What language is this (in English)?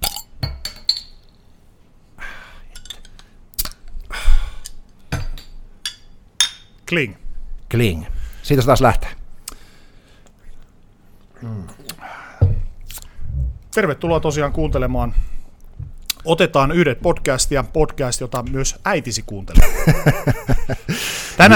Finnish